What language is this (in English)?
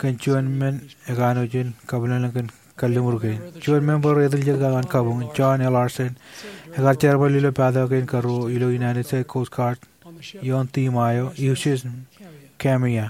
Marshallese